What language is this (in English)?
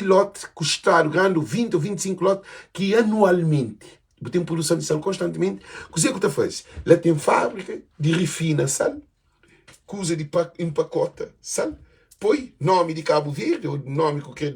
Kabuverdianu